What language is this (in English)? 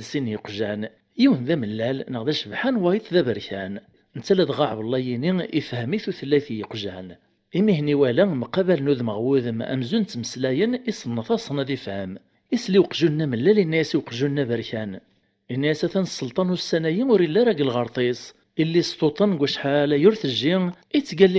Kabyle